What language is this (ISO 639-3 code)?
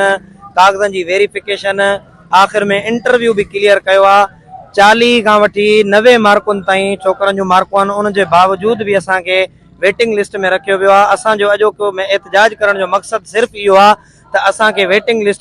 snd